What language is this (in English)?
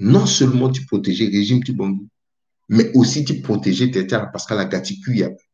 Sango